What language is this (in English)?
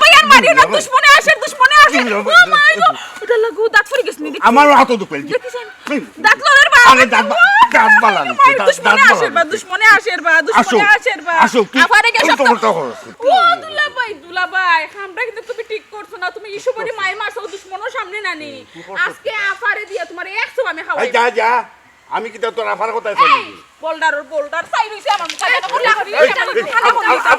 Sylheti